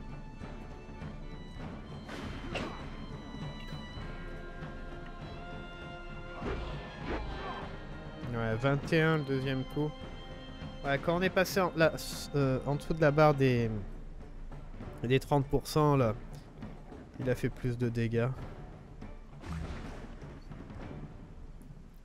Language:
French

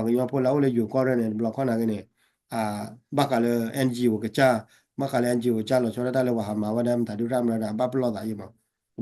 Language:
S'gaw Karen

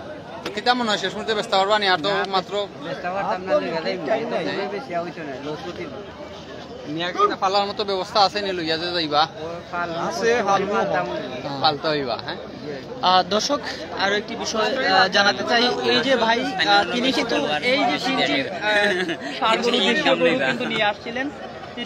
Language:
Sylheti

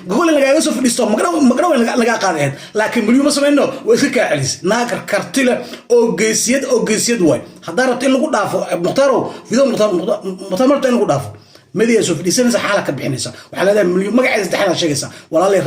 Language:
Somali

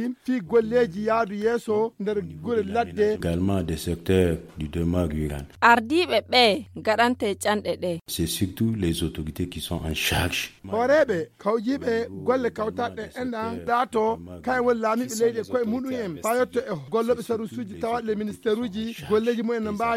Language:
Fula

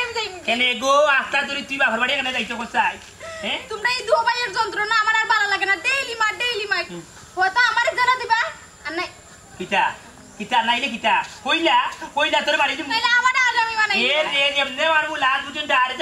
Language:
Sylheti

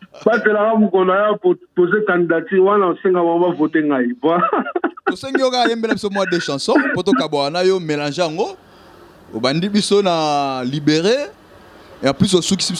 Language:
Lingala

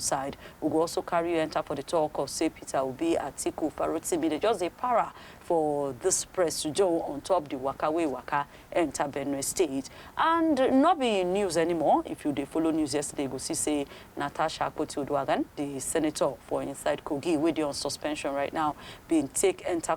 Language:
Nigerian Pidgin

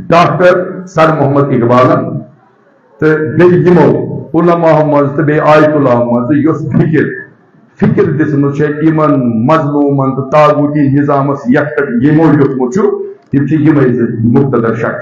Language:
Kashmiri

